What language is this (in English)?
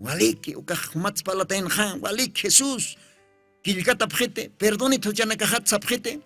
Aymara